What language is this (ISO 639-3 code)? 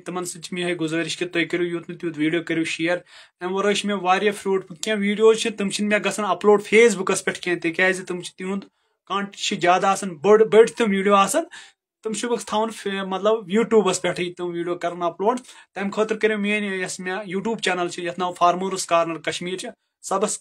kas